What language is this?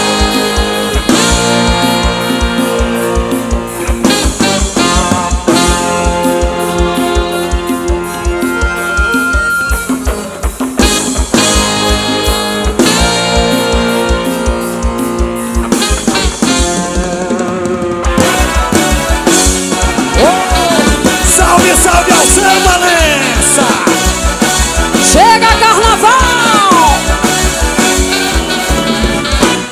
Portuguese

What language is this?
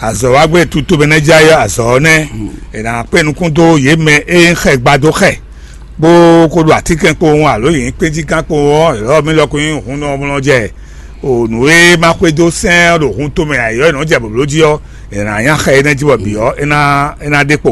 Fon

